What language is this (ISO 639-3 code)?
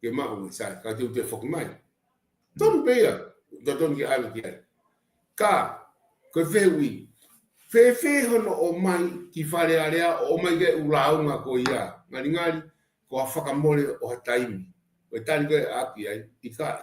ton